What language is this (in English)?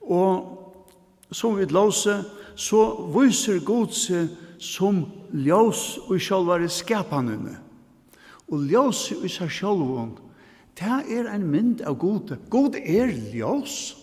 Faroese